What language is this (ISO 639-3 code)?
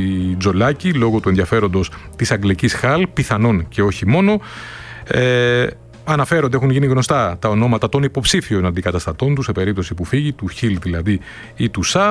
ell